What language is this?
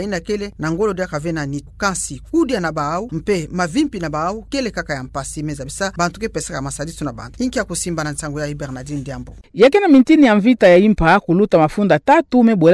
Kituba (Democratic Republic of Congo)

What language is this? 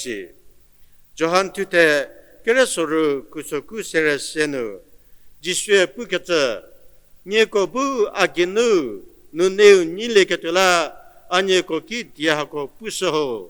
Angami Naga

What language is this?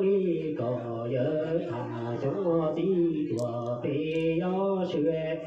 Hmong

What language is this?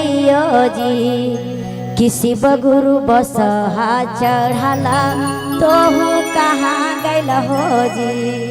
Magahi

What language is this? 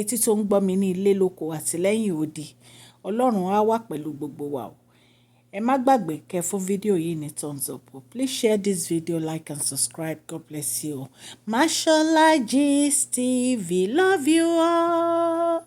Yoruba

